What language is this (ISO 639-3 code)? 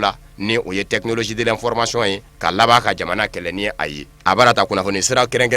bam